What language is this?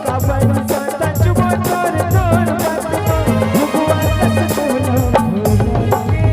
Chhattisgarhi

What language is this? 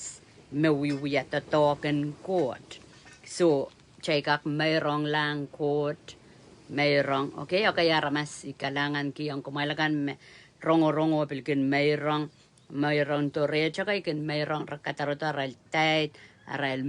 Pohnpeian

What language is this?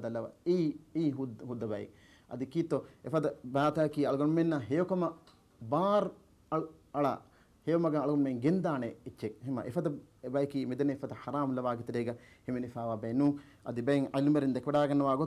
Divehi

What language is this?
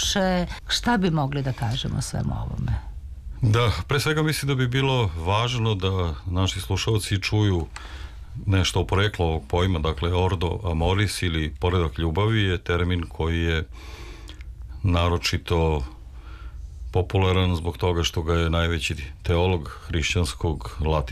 Serbian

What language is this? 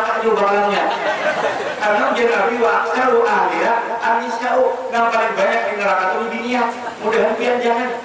Banjar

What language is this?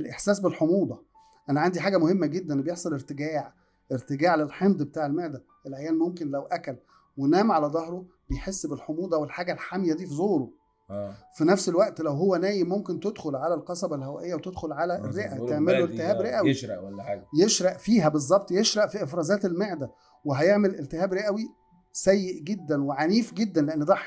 Egyptian Arabic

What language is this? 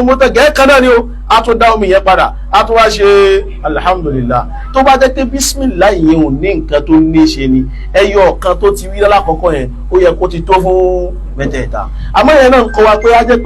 Yoruba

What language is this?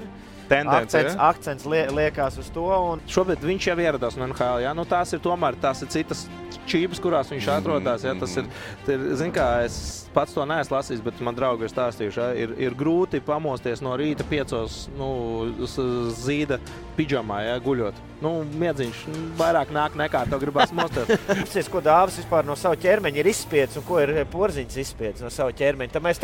Latvian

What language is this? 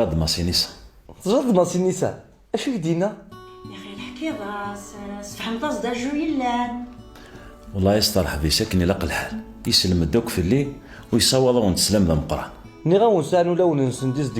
Kabyle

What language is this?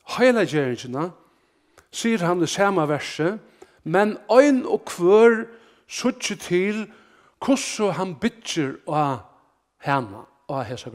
Faroese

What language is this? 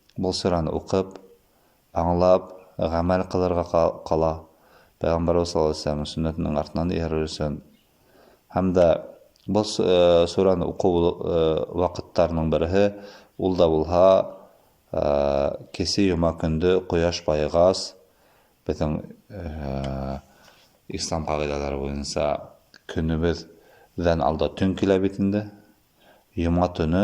Bashkir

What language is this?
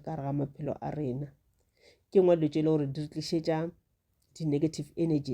Northern Sotho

